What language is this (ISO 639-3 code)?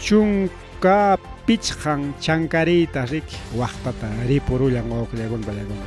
quy